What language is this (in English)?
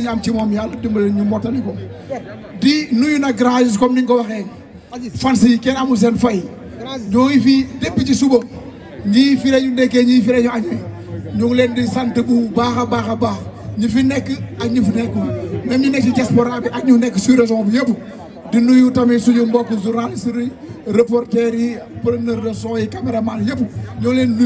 Wolof